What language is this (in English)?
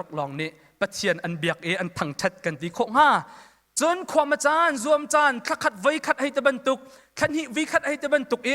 Hakha Chin